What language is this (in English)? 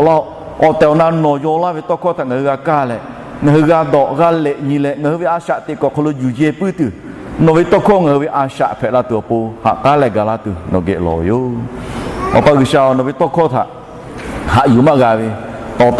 Lahu